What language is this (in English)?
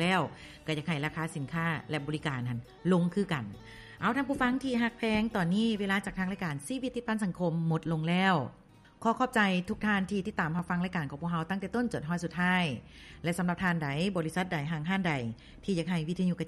Lao